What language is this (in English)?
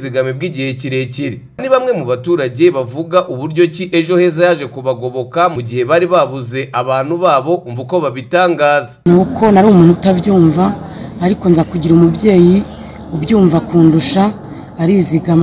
Kinyarwanda